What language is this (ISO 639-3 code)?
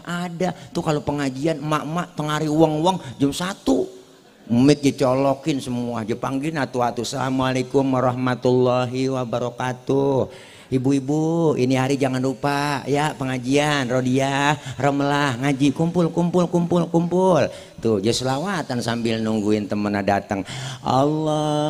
bew